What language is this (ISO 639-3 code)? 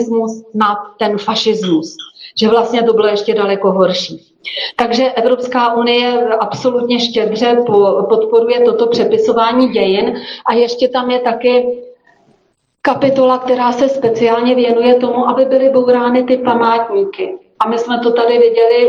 ces